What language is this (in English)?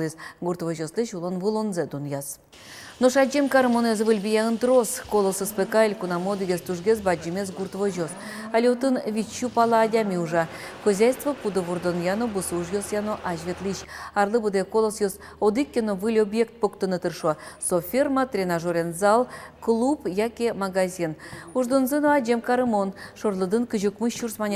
Udmurt